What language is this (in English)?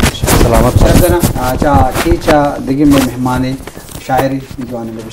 Eastern Balochi